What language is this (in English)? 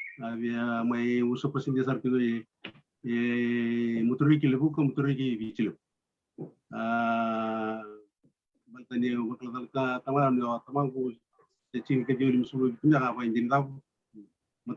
Fijian